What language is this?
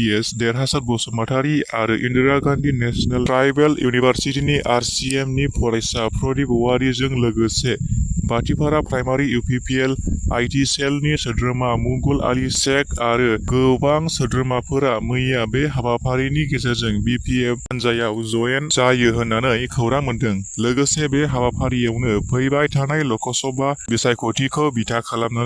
Bodo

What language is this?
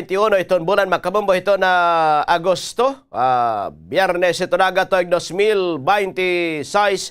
Waray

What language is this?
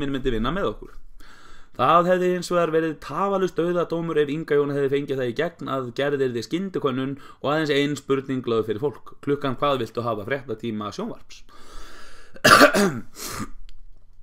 Icelandic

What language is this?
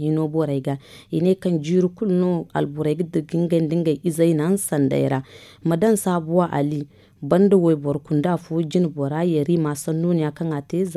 Zarma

